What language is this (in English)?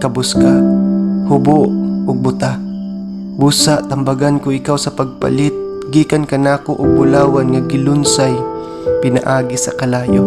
Cebuano